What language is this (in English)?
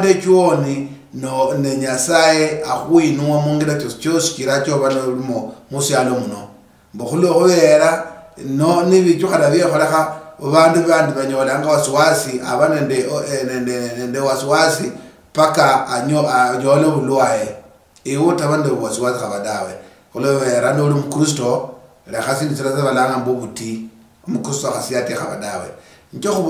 Luyia